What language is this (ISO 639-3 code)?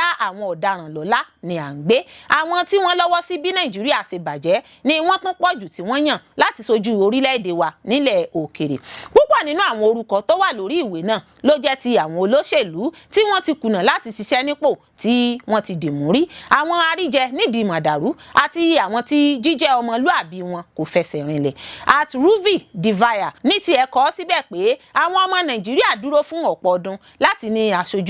yor